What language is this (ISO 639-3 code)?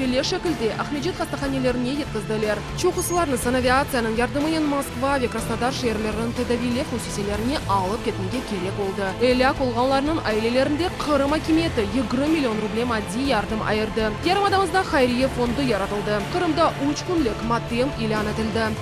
crh